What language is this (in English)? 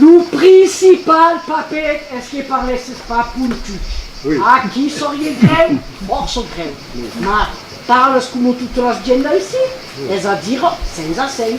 Occitan